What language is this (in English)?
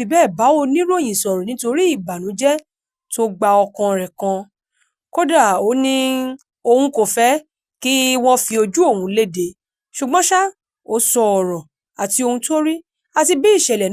Yoruba